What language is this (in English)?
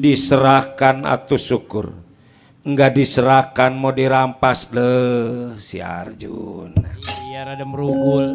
Betawi